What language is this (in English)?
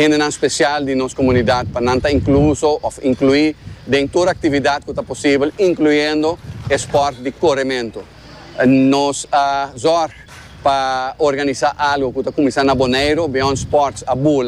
Papiamento